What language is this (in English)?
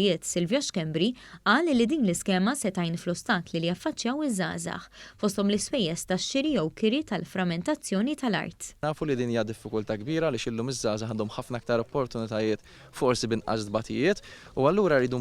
Maltese